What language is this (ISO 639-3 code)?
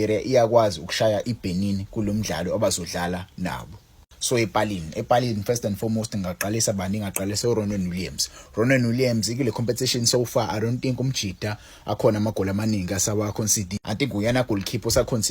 zul